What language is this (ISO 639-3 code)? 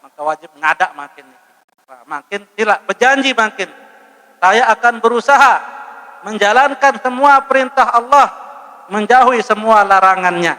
sas